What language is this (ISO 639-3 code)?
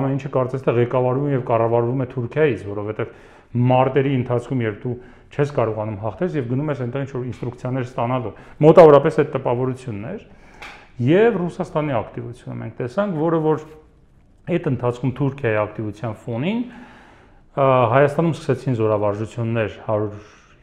hye